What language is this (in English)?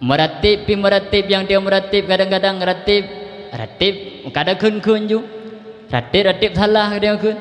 Achinese